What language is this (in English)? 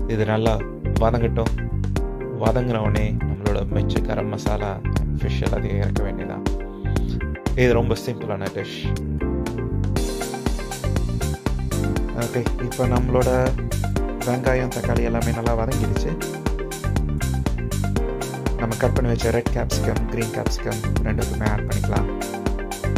Tamil